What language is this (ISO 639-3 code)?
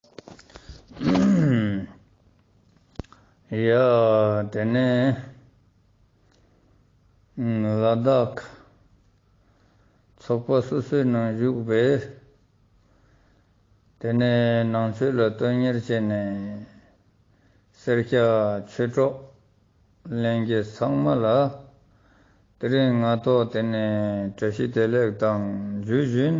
lbj